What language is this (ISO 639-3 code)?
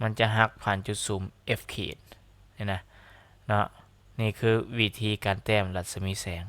lao